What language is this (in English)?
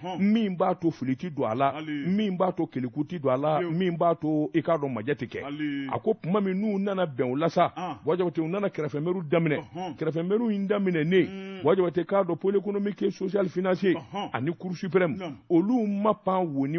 Bambara